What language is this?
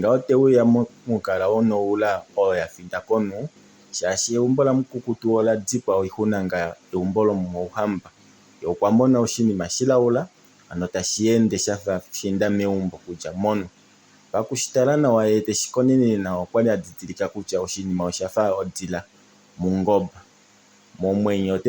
Kuanyama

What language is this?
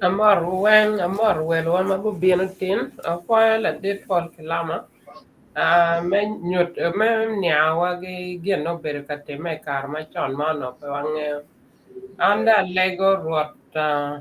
Acoli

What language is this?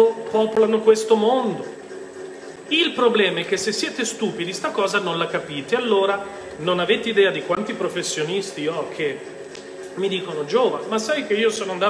Italian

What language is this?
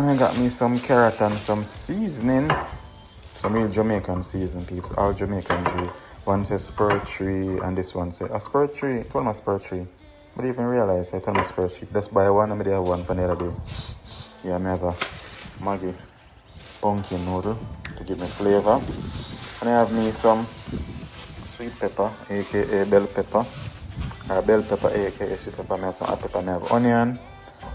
Jamaican Creole English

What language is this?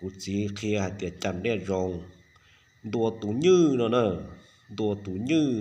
Hmong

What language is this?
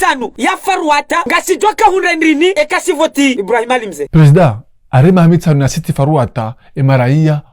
Ngazidja Comorian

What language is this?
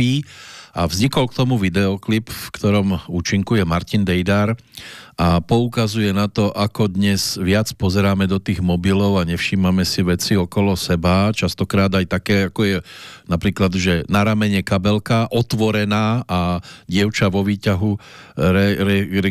Slovak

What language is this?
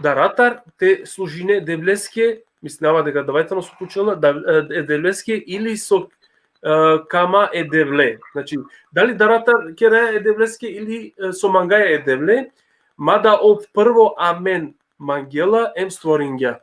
Balkan Romani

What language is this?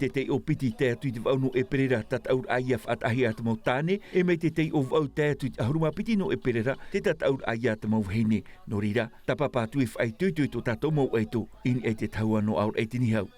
Tahitian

